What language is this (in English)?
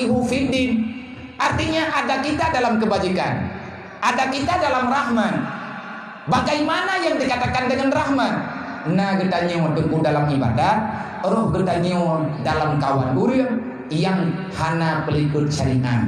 Achinese